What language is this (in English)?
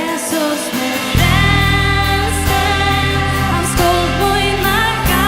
Faroese